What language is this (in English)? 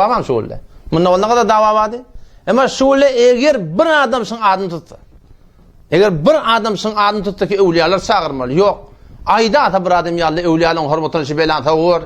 Turkmen